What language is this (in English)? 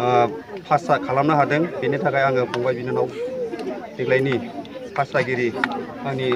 Bodo